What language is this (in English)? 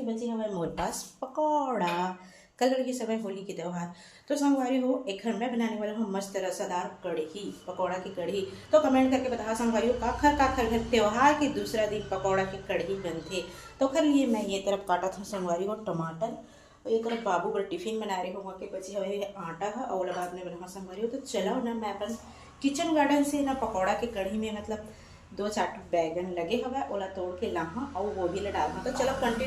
Chhattisgarhi